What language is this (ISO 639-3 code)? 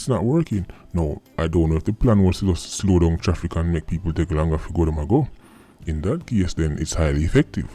jam